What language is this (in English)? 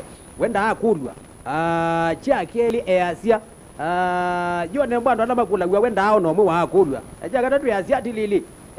Kamba